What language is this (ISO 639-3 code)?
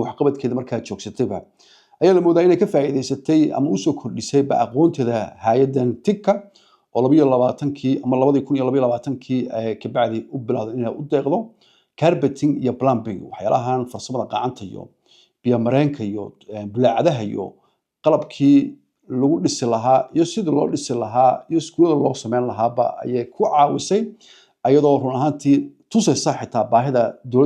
som